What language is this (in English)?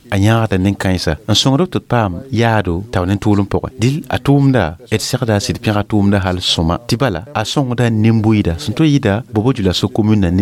Mossi